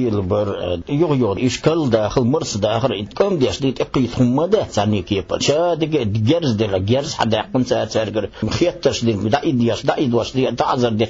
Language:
Chechen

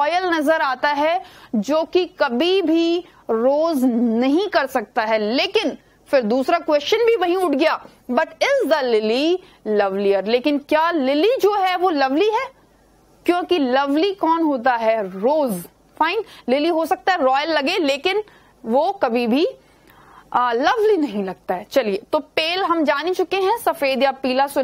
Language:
Hindi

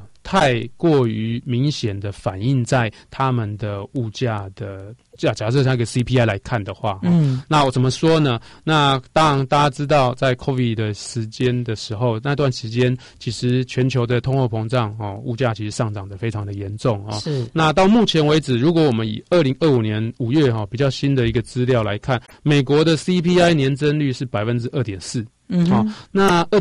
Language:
Chinese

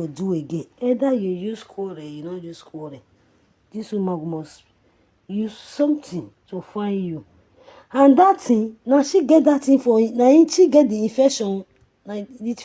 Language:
Nigerian Pidgin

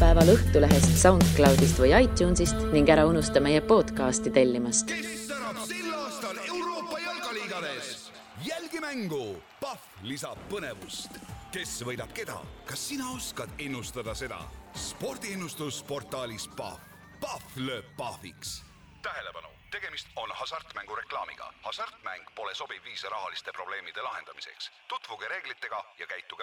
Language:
Estonian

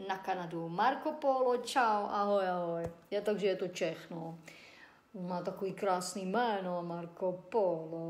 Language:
Czech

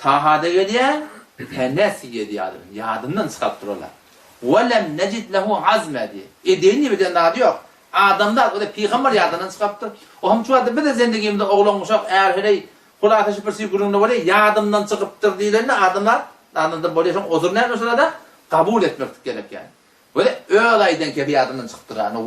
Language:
Turkmen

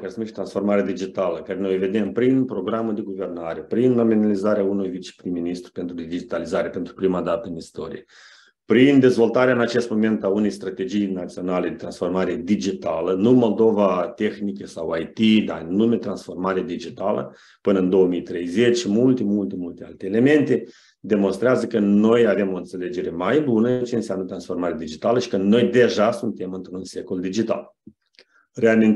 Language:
Romanian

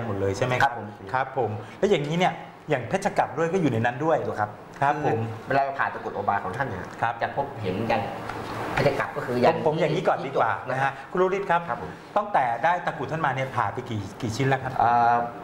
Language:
Thai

